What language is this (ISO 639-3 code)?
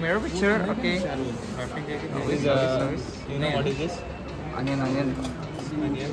kok